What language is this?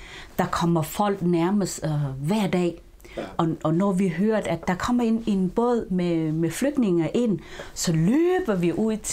Danish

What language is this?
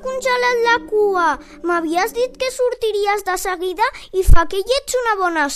Catalan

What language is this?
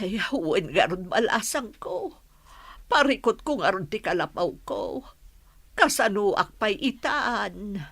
Iloko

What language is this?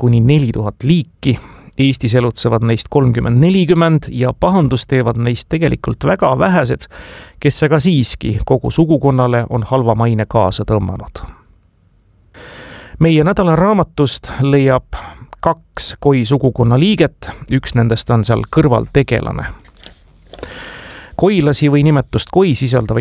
Estonian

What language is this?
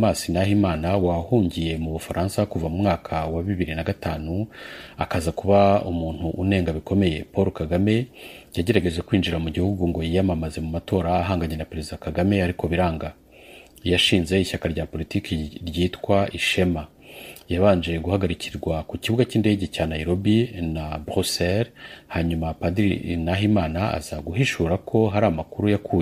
Kinyarwanda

